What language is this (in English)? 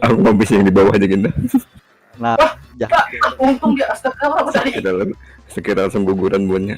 Banjar